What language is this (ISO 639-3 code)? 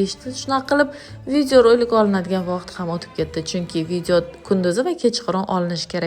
uzb